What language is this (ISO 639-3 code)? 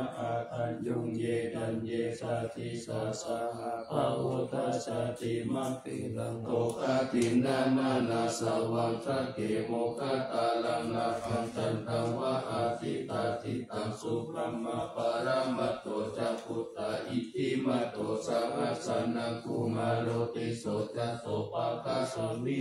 pli